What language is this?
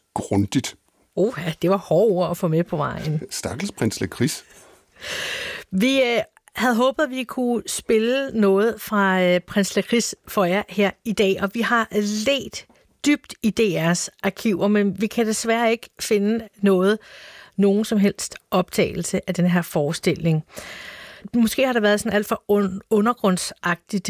Danish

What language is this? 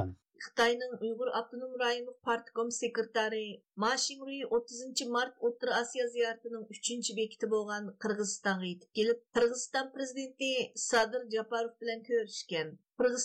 Uyghur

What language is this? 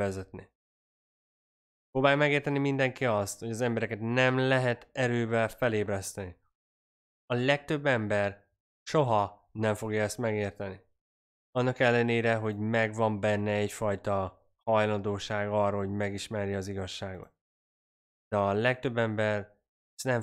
Hungarian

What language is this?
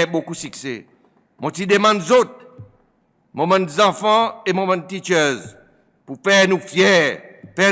Seselwa Creole French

